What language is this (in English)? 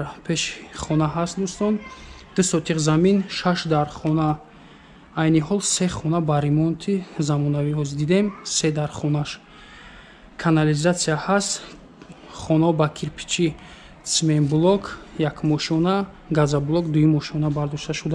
Tajik